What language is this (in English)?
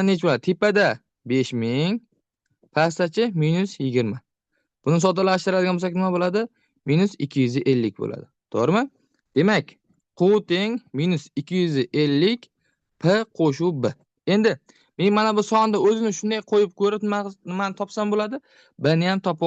Uzbek